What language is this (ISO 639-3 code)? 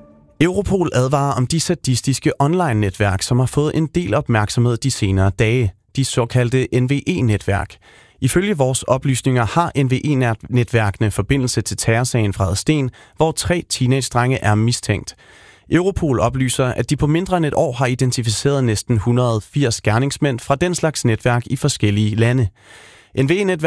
dan